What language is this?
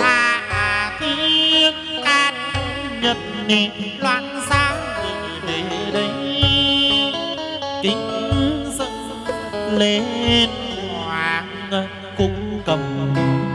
Vietnamese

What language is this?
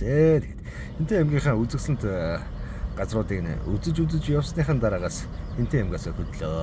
Mongolian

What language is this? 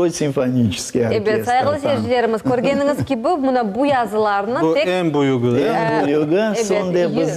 Crimean Tatar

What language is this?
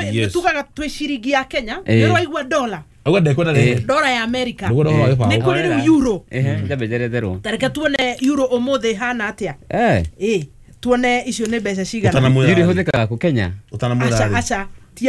Kikuyu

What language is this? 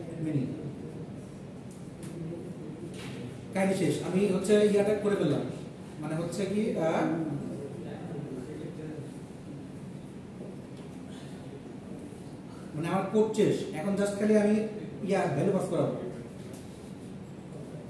Bangla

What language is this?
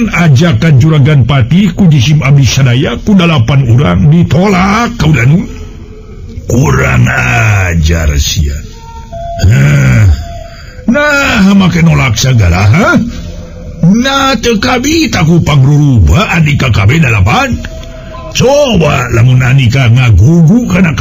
Sundanese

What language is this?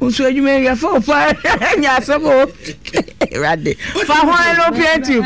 Akan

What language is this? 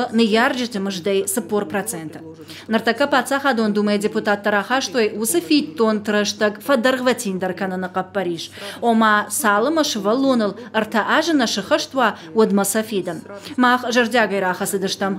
Ossetic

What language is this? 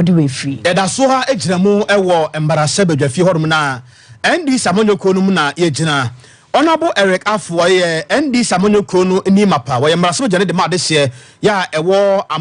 Akan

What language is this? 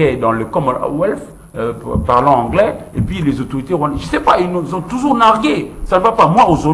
French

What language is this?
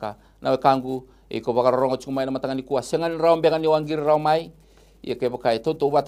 Fijian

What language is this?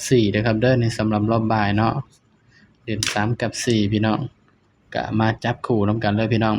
Northeastern Thai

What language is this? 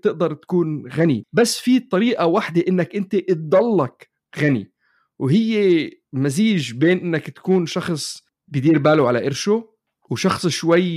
North Levantine Arabic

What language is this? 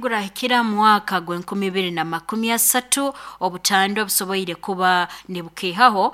Nyankole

